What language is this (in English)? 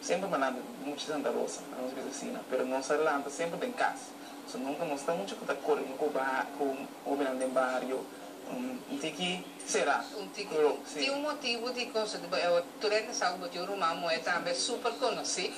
Papiamento